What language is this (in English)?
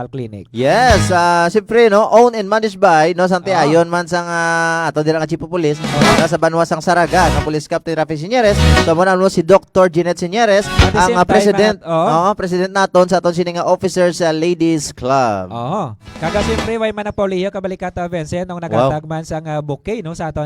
Hiligaynon